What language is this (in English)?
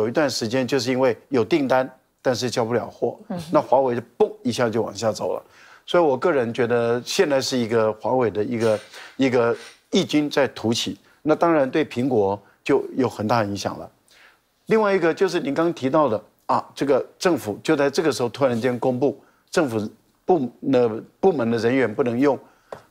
Chinese